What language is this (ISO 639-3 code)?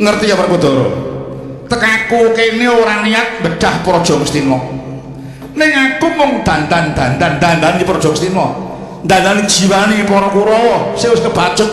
jav